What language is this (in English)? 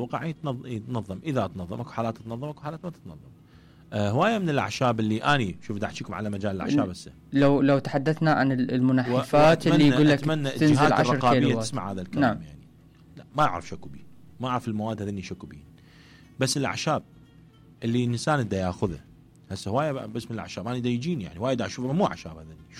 Mesopotamian Arabic